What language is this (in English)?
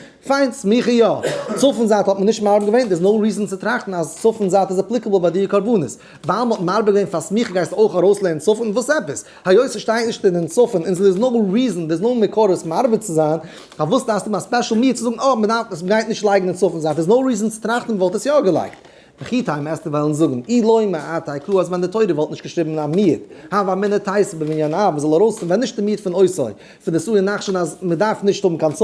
Yiddish